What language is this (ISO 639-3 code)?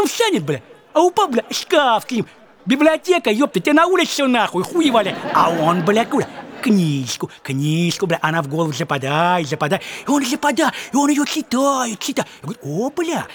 rus